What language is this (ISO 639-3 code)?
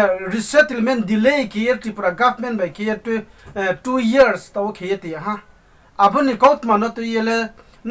ria